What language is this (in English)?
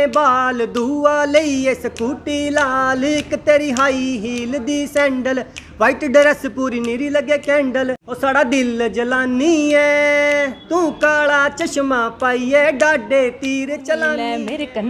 Dogri